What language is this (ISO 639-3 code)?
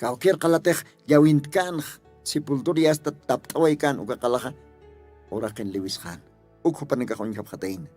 aym